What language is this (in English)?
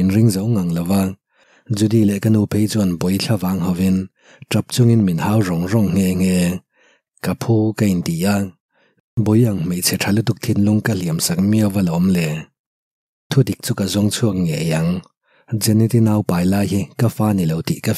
Mizo